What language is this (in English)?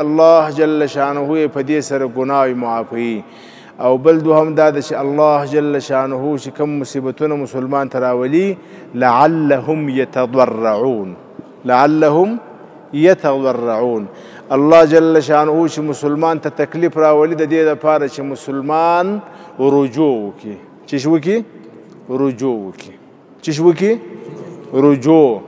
Pashto